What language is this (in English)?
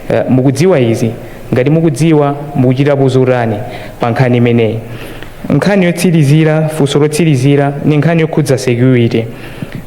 Nyanja